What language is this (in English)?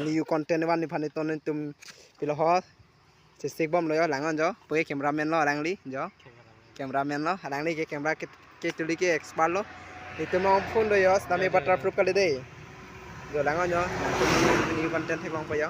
Karbi